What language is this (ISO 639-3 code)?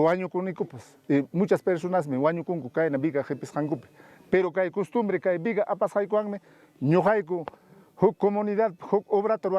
quy